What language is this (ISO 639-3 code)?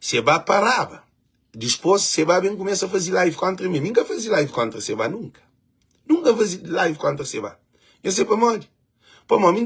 kea